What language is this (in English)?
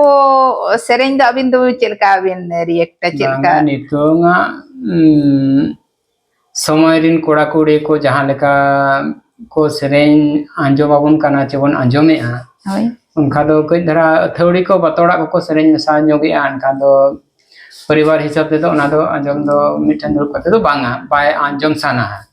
Santali